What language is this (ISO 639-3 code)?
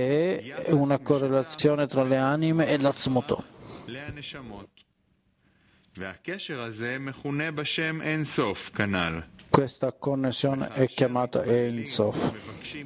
ita